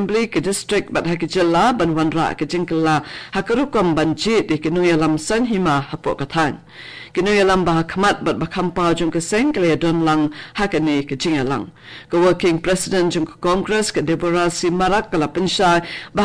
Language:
Khasi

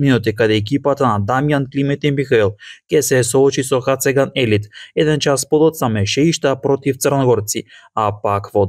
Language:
Macedonian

